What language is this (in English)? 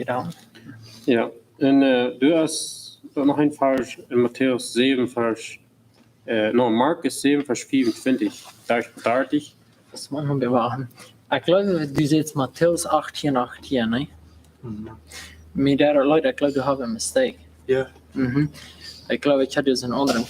Plautdietsch